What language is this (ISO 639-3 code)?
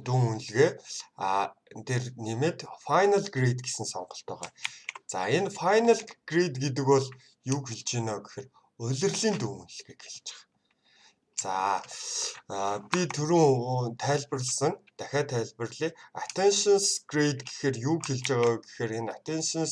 mon